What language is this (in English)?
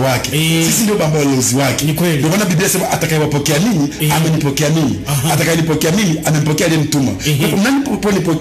Swahili